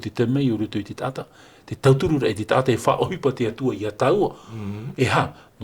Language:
Tahitian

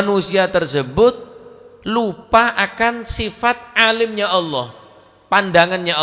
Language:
Madurese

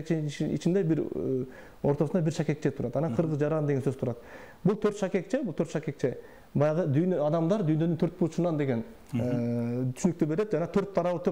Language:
Kyrgyz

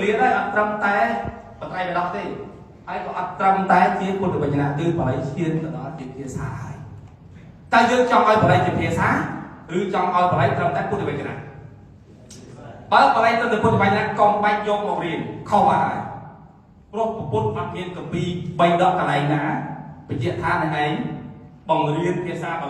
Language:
Khmer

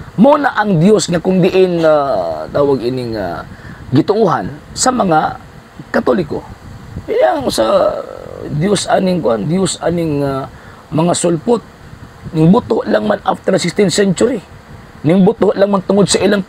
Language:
Cebuano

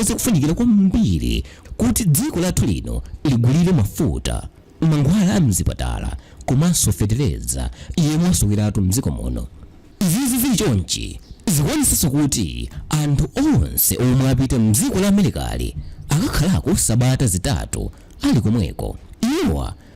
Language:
Nyanja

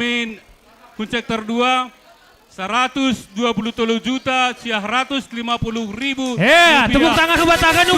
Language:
Batak Simalungun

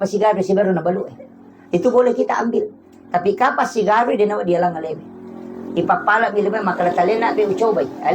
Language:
Buginese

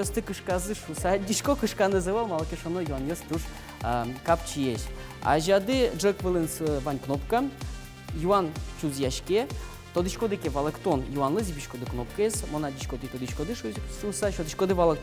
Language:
Udmurt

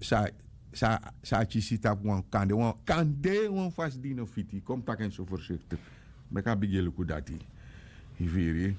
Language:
Sranan Tongo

